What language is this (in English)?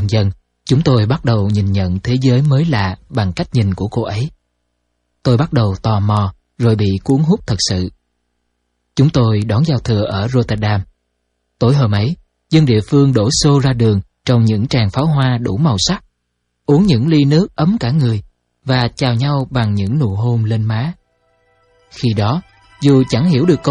Vietnamese